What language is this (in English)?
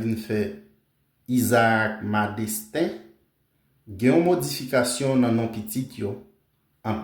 Haitian Creole